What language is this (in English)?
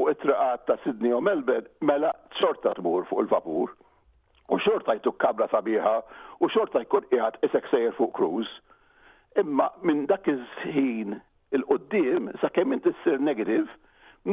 Maltese